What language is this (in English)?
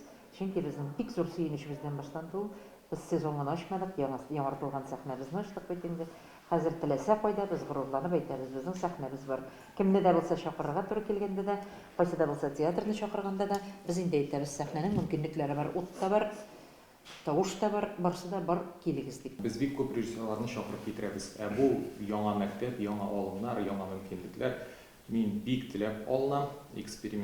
Tatar